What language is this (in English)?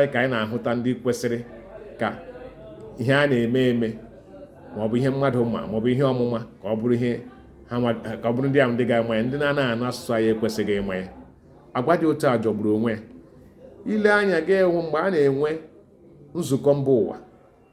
Igbo